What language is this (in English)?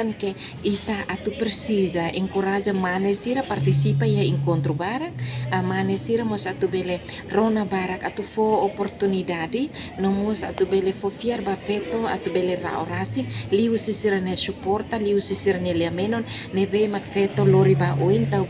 Tetum